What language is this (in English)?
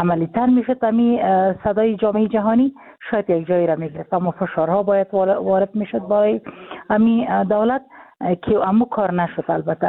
Persian